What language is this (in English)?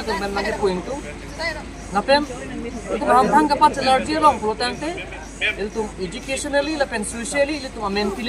Karbi